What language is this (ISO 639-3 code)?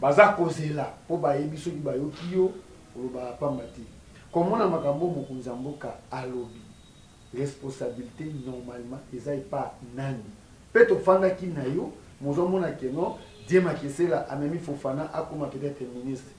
lin